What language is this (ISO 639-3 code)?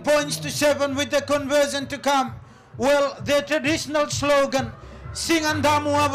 fij